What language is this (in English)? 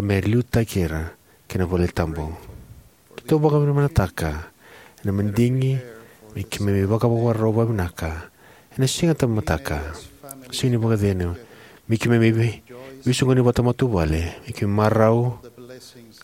Fijian